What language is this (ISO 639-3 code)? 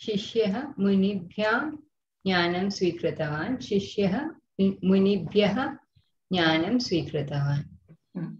san